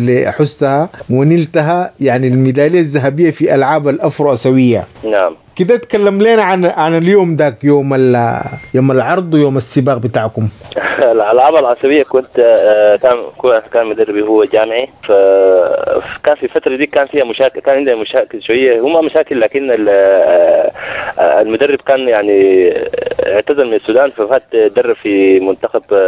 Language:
Sudanese Arabic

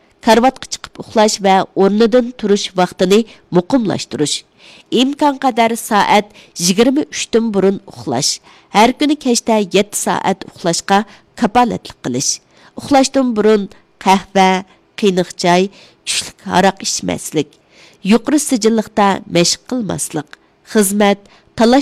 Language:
Uyghur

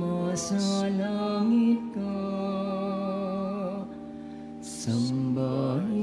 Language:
Filipino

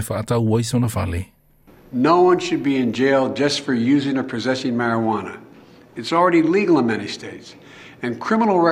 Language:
Samoan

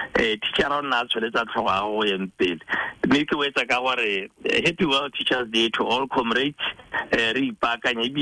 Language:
Tswana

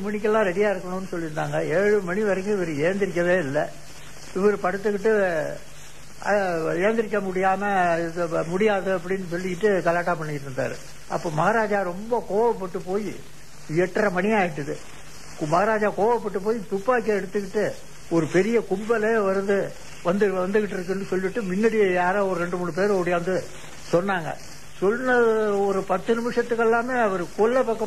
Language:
Tamil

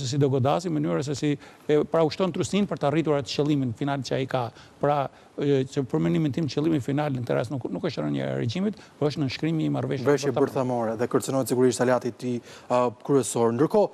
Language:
Albanian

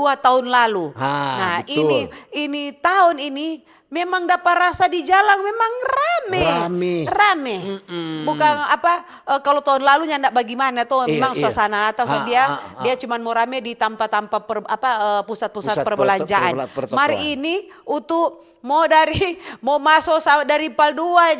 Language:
Manado Malay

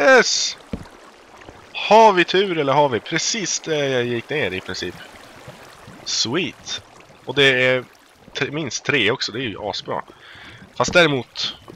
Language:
Swedish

